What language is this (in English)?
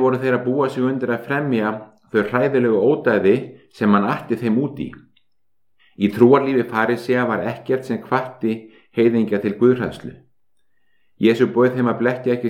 Icelandic